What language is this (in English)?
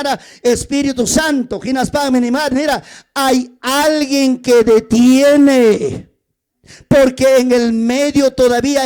Ayacucho Quechua